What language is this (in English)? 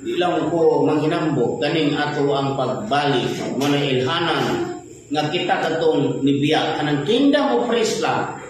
Cebuano